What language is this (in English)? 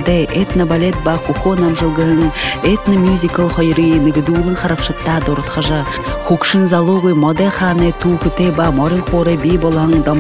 Buriat